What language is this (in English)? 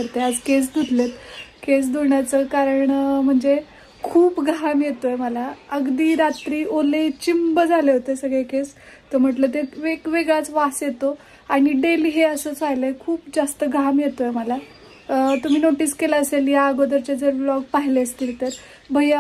Marathi